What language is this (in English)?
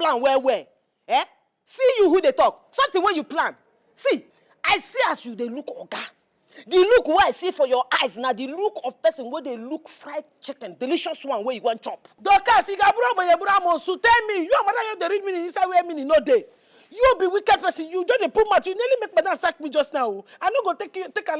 Nigerian Pidgin